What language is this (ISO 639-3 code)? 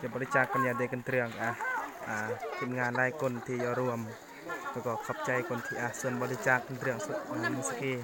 lao